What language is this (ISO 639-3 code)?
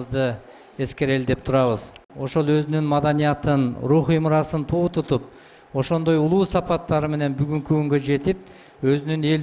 kir